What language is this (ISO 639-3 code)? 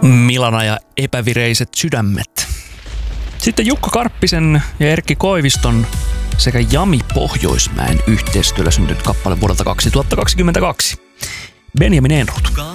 fin